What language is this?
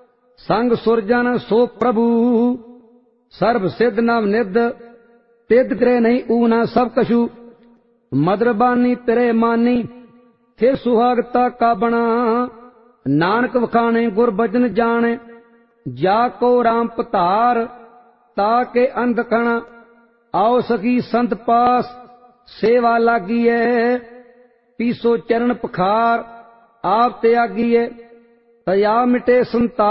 Punjabi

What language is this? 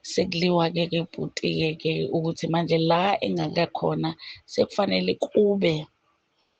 Zulu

